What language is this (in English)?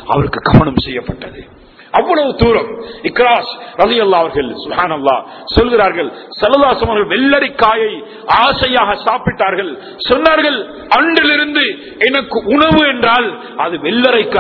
Tamil